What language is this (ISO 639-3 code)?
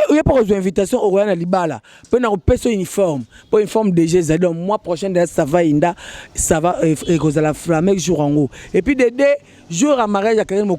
lin